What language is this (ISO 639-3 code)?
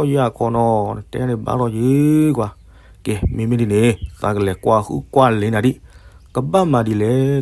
ksw